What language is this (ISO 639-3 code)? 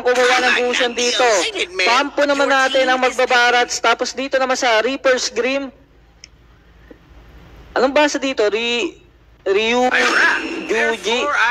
fil